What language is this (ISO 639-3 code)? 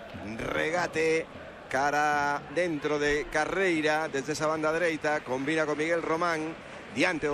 glg